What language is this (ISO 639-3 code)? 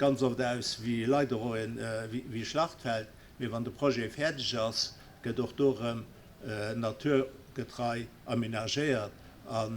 ltz